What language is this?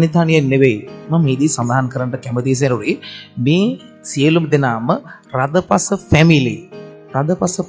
Sinhala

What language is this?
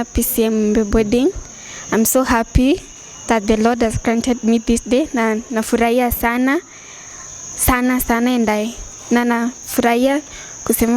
Meru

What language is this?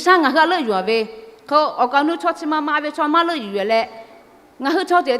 Lahu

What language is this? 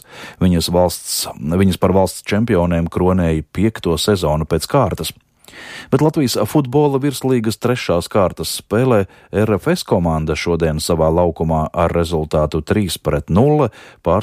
Latvian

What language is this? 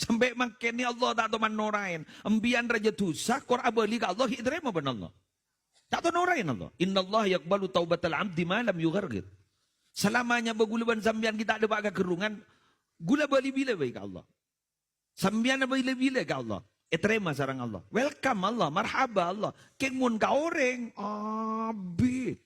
Madurese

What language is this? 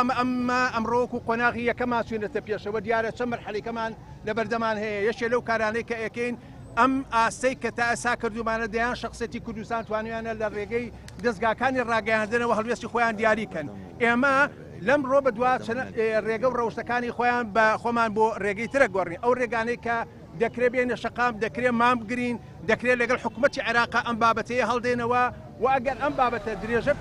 Central Kurdish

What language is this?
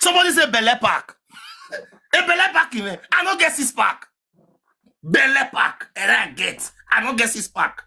Nigerian Pidgin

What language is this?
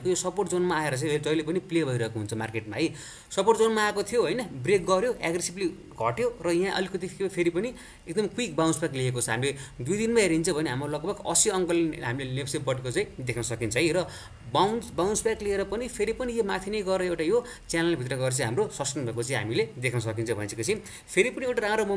Nepali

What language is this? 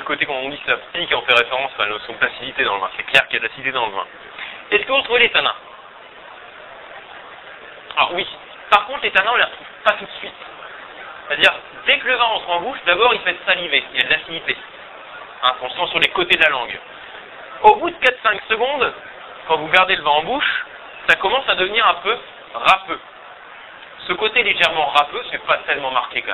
French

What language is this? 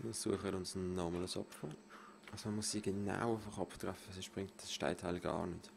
Swiss German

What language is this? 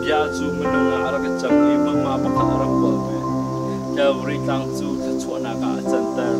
Hakha Chin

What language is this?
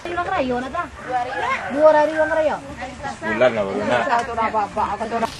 Minangkabau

